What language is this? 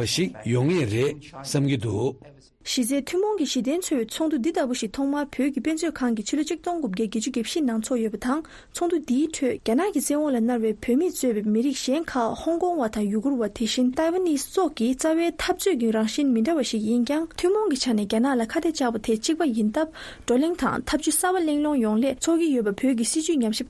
Tibetan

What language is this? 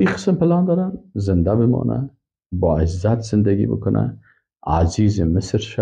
Persian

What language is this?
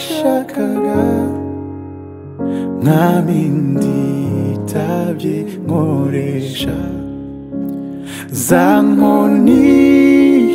Kinyarwanda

